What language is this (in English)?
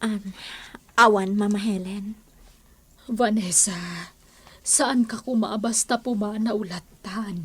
Iloko